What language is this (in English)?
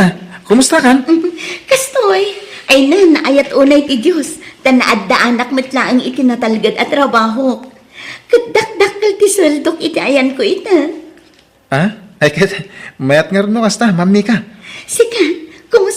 Iloko